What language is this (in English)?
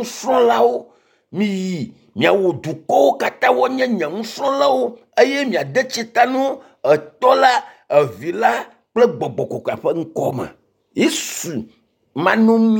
Ewe